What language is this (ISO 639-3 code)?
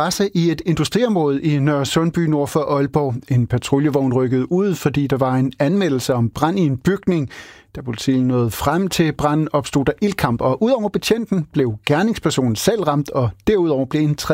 dan